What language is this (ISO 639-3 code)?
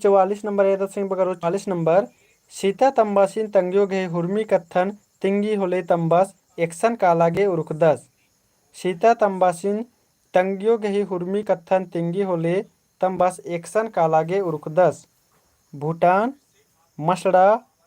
kru